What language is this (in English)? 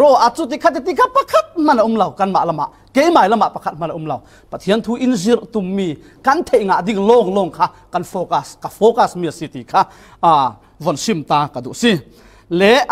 Falam Chin